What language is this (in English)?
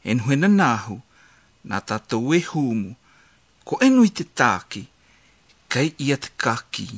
Latvian